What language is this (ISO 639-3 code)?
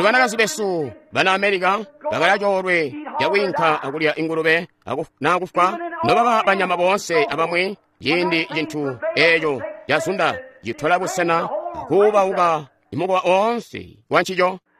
toi